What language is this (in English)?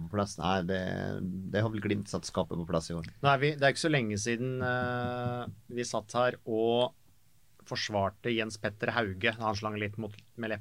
Norwegian